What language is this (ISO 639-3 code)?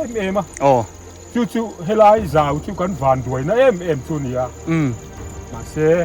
biu